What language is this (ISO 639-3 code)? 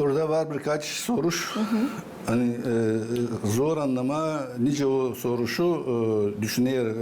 gag